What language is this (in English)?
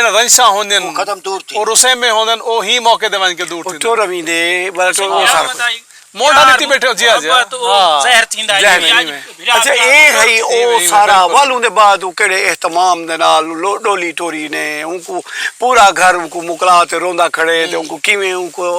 Saraiki